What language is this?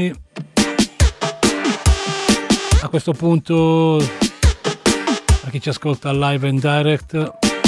Italian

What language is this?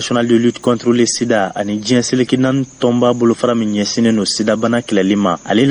Bambara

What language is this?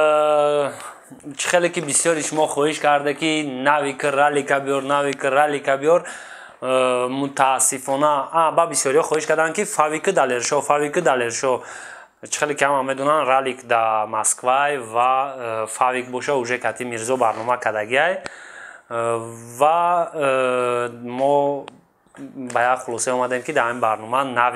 Tajik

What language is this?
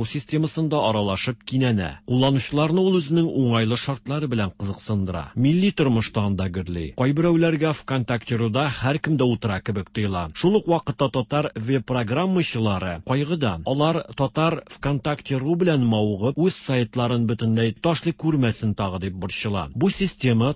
Tatar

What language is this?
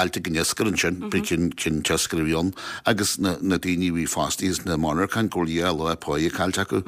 Irish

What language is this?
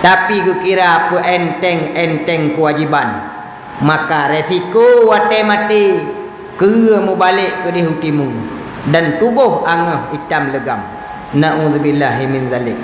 Achinese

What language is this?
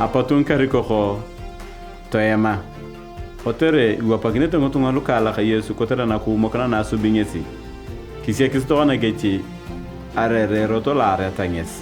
Turkana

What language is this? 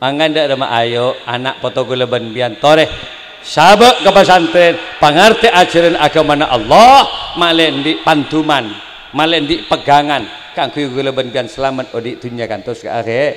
Madurese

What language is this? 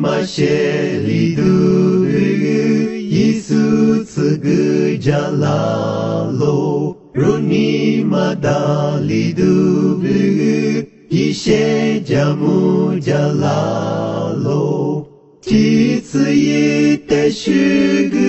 Lisu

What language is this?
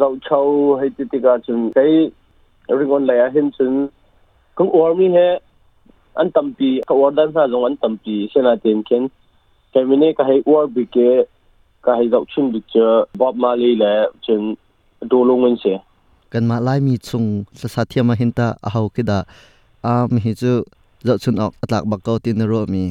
Hakha Chin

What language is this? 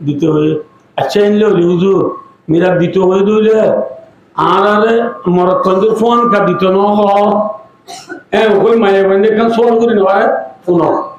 Rohingya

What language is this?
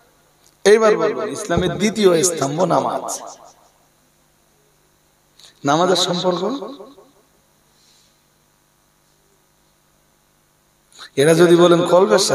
Bangla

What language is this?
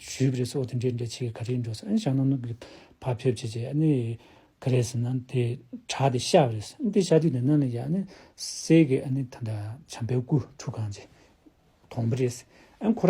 Tibetan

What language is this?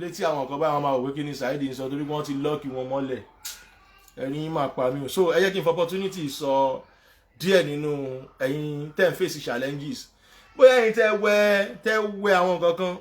Yoruba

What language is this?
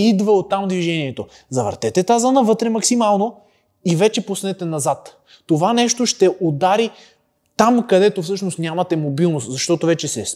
Bulgarian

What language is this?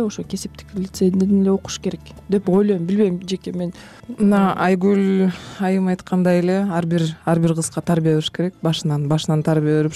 Kyrgyz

